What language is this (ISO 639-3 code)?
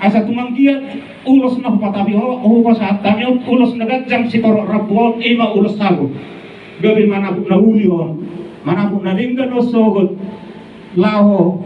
bbc